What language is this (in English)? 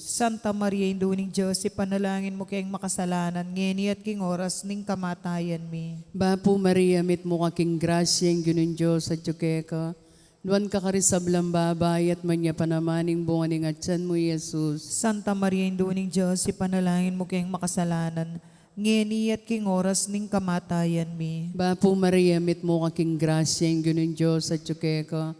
Pampanga